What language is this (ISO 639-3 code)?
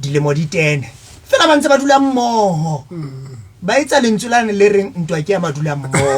sot